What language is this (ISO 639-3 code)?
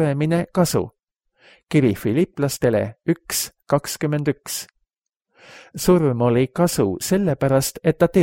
est